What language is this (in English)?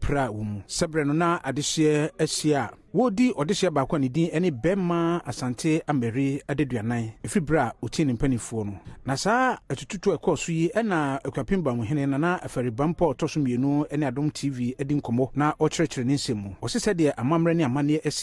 Akan